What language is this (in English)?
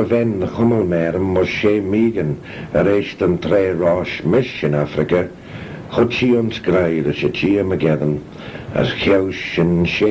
Manx